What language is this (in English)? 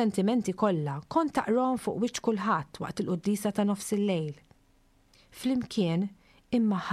Maltese